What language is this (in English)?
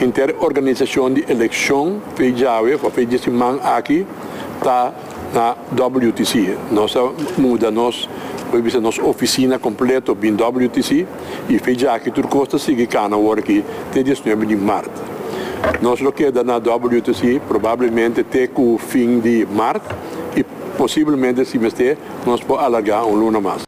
Papiamento